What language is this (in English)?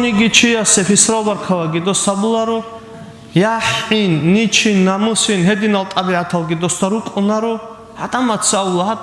Avaric